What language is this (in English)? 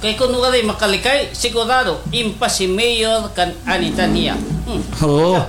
Waray